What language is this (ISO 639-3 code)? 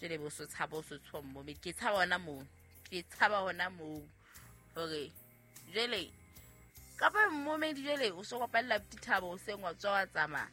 sot